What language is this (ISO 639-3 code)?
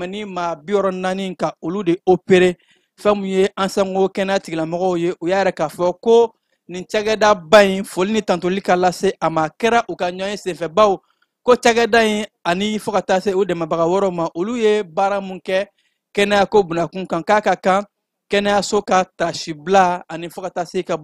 bam